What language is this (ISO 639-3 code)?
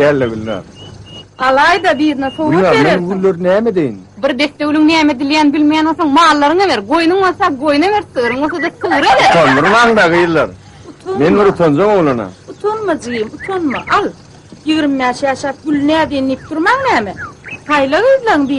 tuk